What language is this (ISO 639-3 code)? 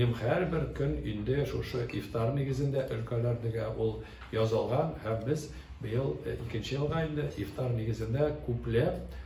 tat